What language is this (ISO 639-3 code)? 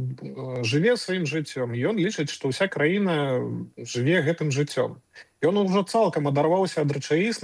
bel